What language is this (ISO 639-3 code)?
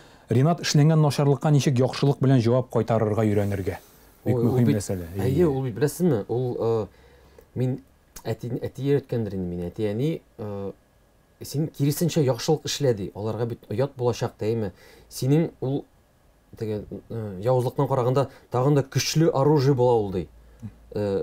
tat